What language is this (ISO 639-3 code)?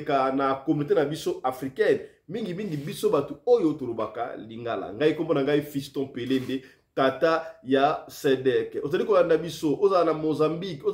lin